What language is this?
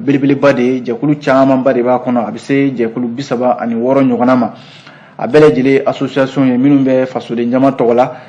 Bambara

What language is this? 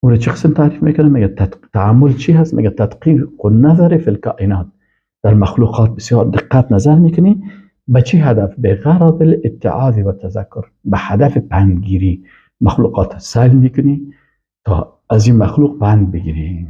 Persian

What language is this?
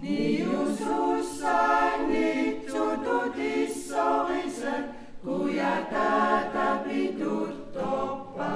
Kalaallisut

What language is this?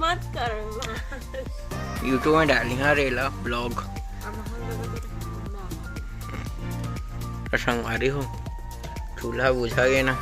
Chhattisgarhi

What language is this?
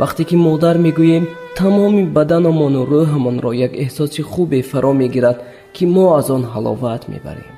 Tajik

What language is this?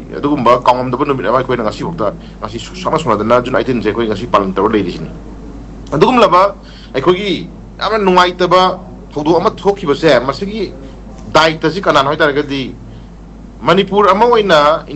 Manipuri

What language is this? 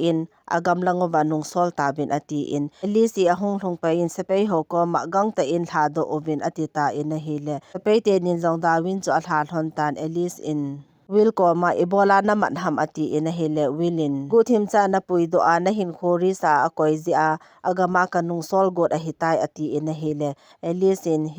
Thado Chin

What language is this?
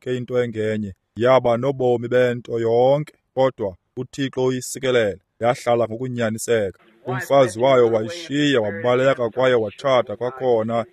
Xhosa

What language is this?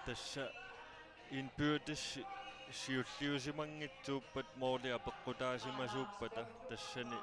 Kalaallisut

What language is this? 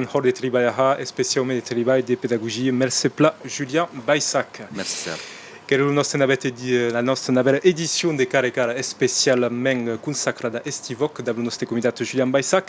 Occitan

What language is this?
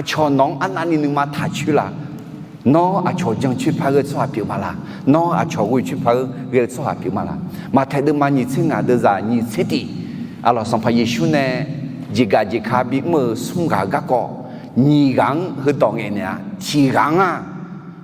Akha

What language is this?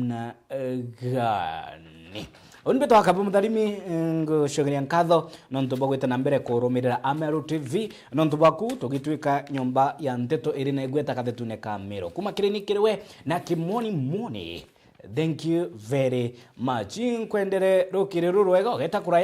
Meru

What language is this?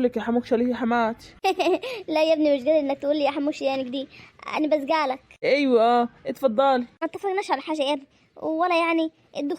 Egyptian Arabic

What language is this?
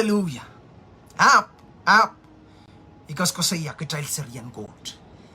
Pohnpeian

